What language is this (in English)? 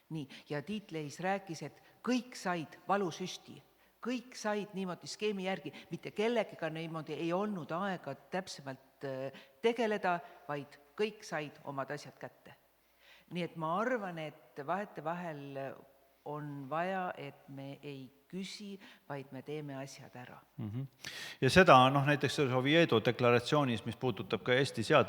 Estonian